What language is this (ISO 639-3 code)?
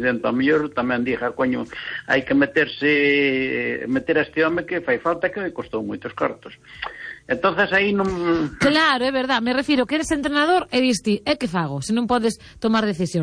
glg